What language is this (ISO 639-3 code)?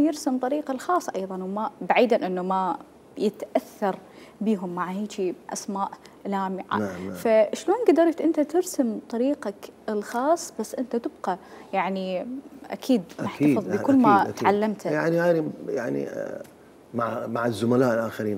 acm